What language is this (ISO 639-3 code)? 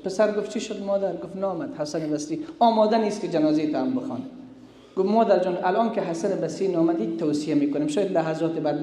fas